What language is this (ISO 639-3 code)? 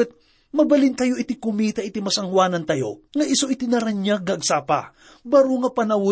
ilo